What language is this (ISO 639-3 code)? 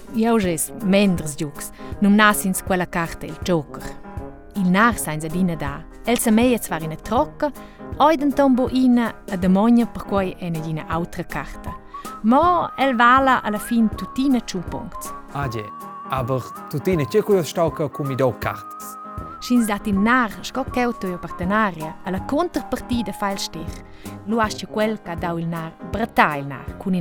roh